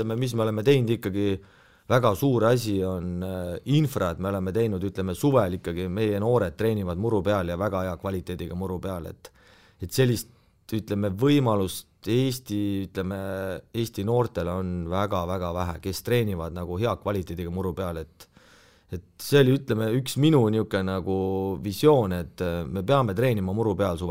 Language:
Estonian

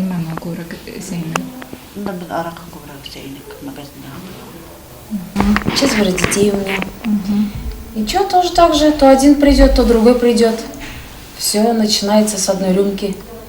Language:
Bashkir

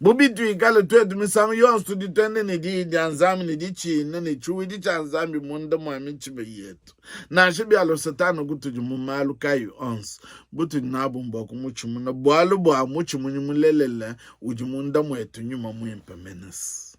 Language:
Luba-Lulua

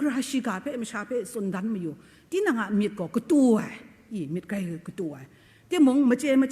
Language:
Kachin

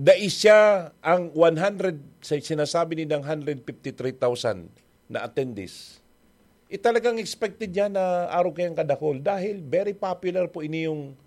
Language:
Bikol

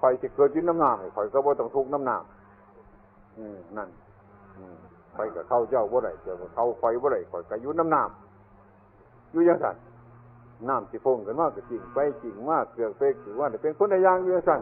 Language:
Northeastern Thai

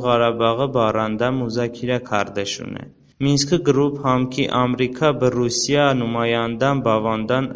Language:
Talysh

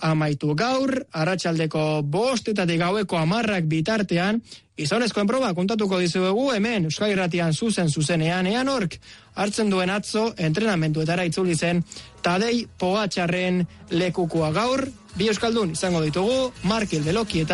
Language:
Basque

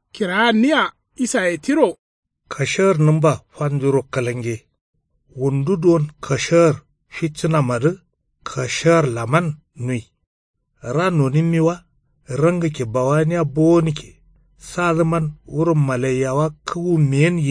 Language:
Kanuri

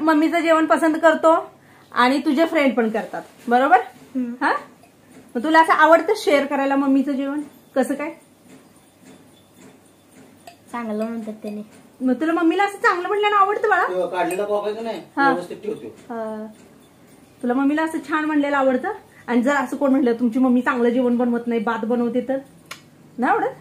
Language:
Marathi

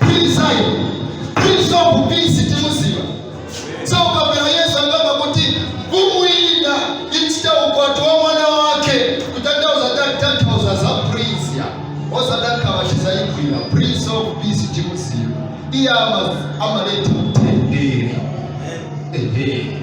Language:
Nyanja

